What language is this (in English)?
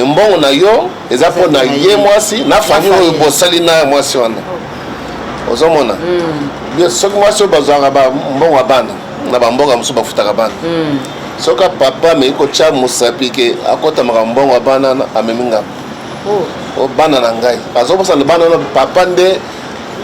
Lingala